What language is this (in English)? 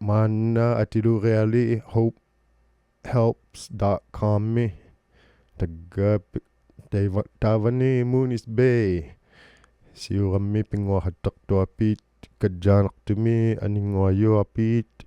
Inuktitut